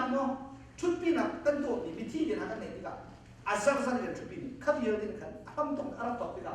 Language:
Hakha Chin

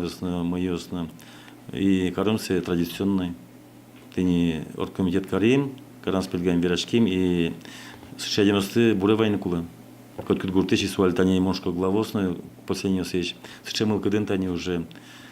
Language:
Udmurt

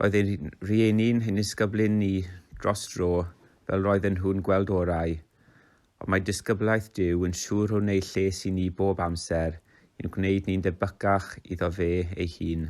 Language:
Welsh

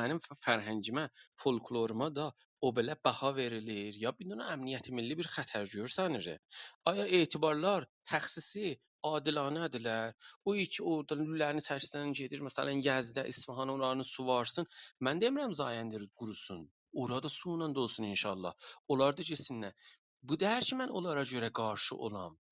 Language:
South Azerbaijani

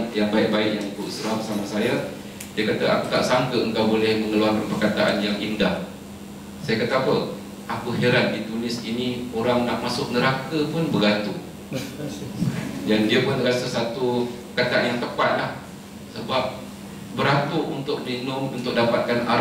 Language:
Malay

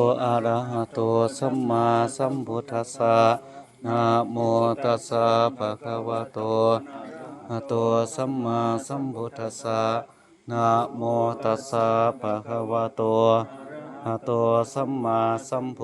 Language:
Pali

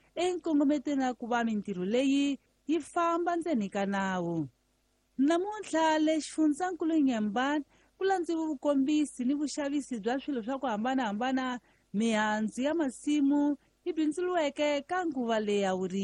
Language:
Tsonga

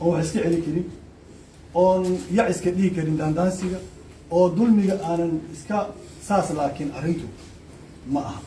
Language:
Somali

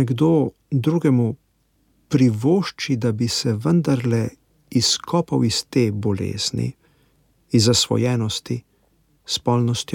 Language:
Slovenian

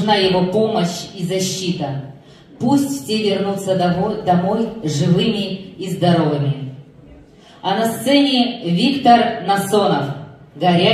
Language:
Russian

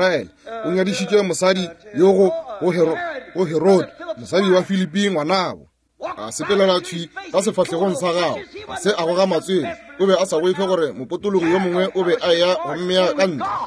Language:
Northern Sotho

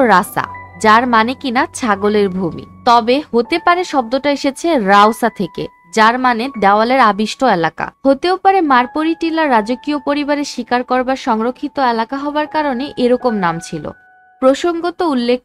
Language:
Bangla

